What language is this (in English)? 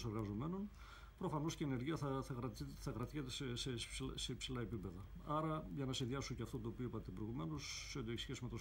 Greek